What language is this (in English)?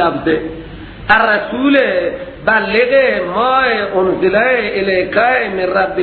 Persian